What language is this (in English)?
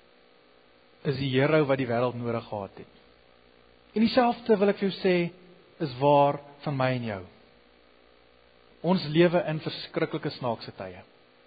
Afrikaans